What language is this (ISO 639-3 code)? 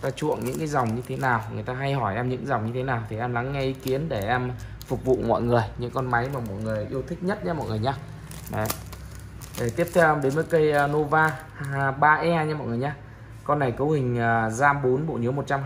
vie